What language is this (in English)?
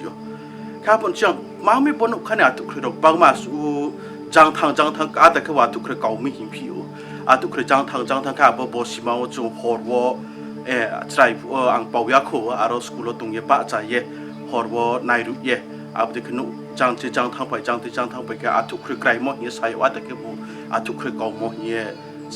Riang (India)